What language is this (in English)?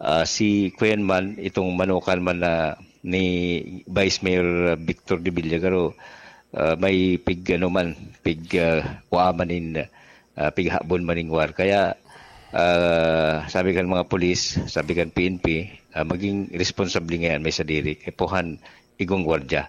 Bikol